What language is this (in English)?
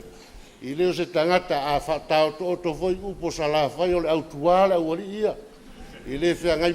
Samoan